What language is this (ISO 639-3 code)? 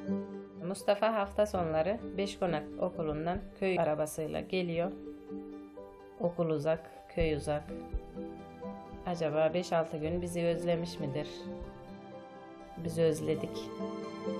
tur